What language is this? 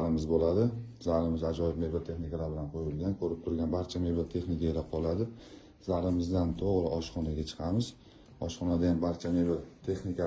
Uzbek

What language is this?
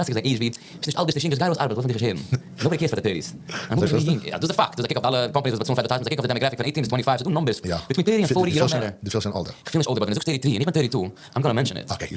Yiddish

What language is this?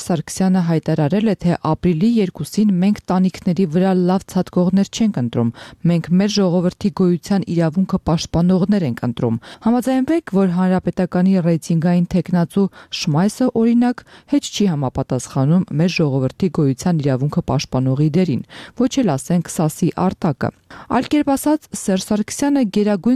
Armenian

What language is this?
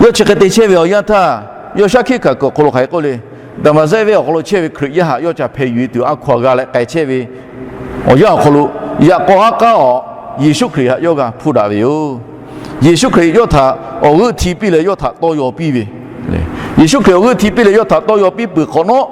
Lahu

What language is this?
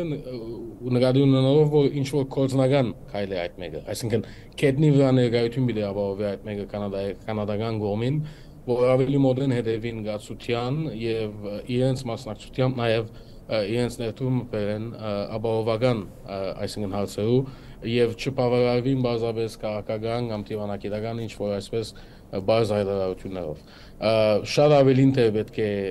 Armenian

